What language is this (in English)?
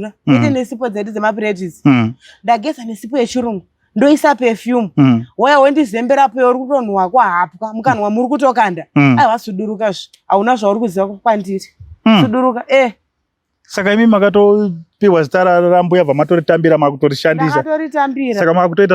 Shona